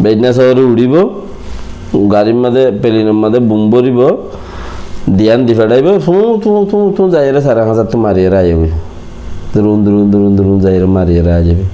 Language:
Rohingya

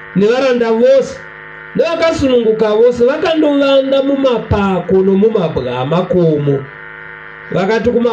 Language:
Shona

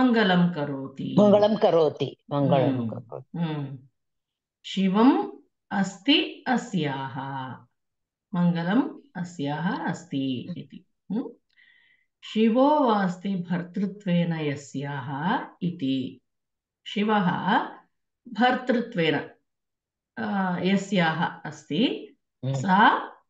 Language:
Sanskrit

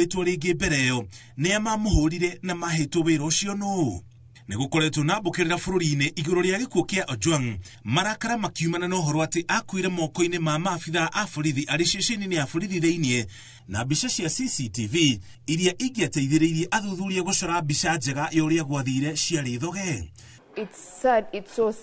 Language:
Kikuyu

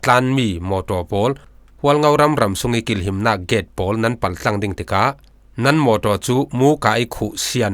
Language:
Falam Chin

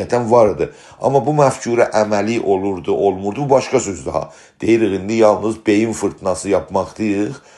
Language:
South Azerbaijani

